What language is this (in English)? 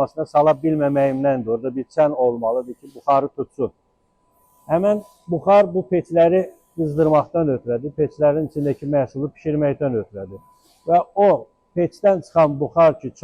Azerbaijani